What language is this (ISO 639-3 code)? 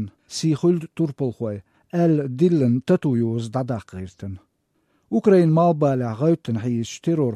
che